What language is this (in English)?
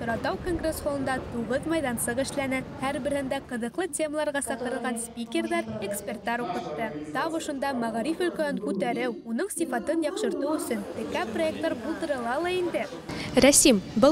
Bashkir